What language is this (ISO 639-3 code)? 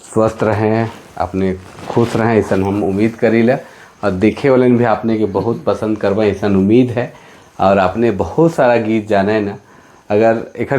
sck